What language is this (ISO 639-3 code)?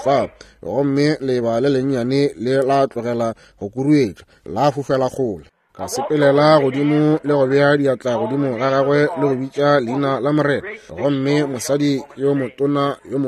nso